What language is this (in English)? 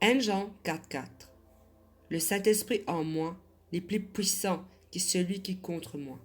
Morisyen